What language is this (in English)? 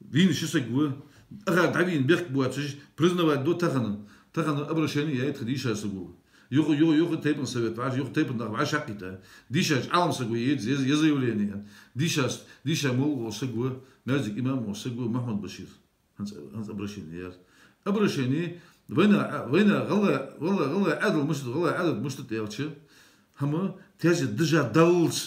Ingush